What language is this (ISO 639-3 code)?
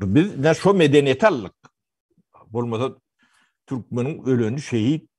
tuk